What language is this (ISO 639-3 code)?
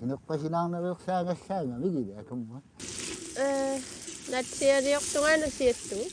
kal